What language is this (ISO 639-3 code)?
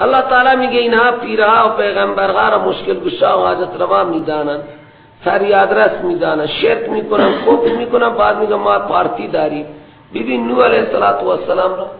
fas